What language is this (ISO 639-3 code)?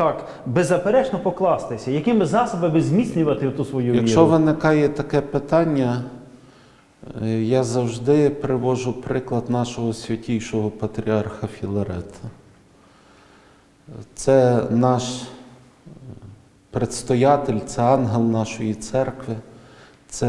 ukr